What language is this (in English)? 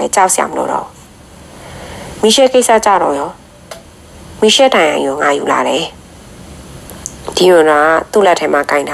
Burmese